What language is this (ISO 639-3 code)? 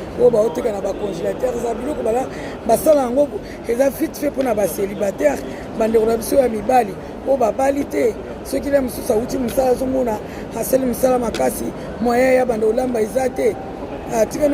lin